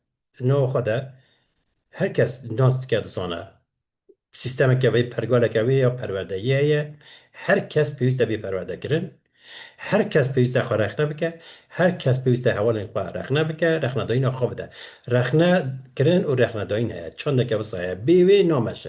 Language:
Kurdish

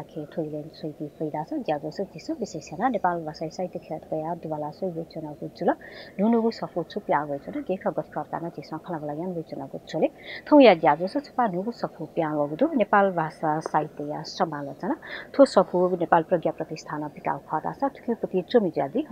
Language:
Newari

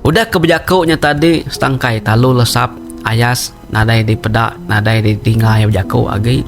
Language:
Iban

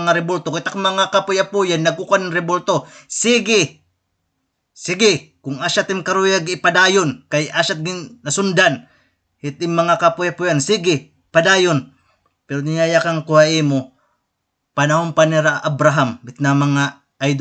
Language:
Waray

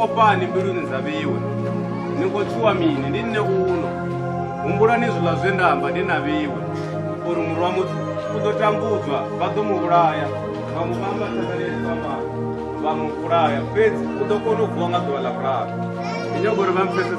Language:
Venda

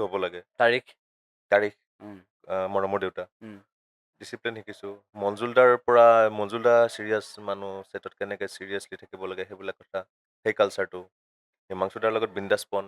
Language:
Assamese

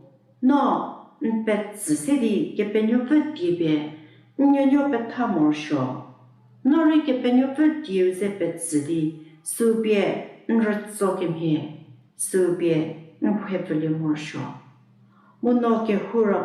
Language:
Angami Naga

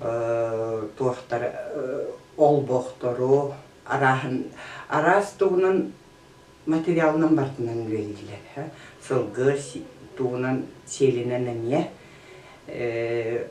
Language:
Yakut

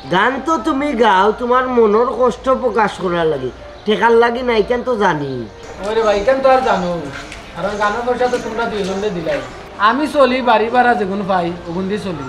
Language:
Sylheti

